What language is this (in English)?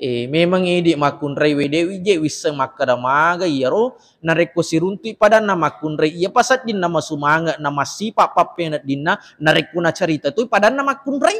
Buginese